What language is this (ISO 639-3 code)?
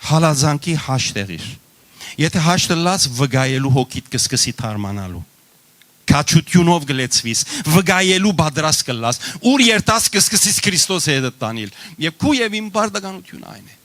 hyw